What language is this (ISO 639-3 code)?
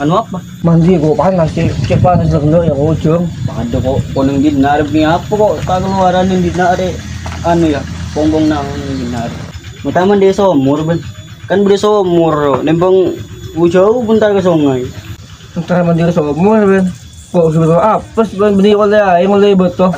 mad